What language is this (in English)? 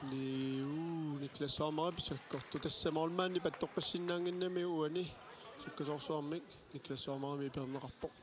Kalaallisut